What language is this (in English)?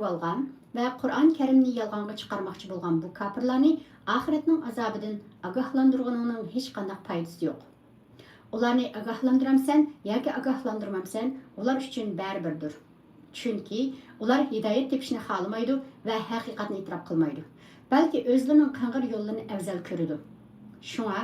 Uyghur